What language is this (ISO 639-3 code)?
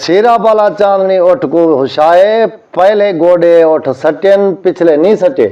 skr